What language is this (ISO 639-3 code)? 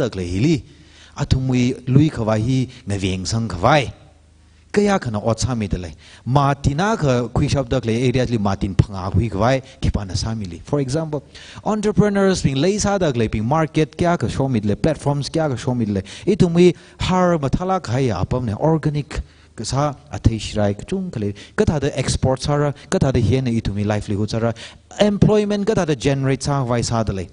nmf